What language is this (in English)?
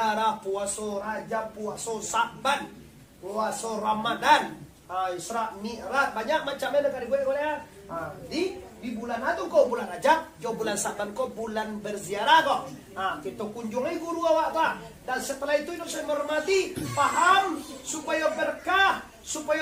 Minangkabau